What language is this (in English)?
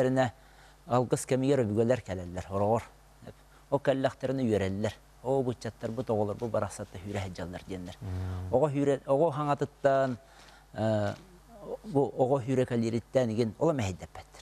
Yakut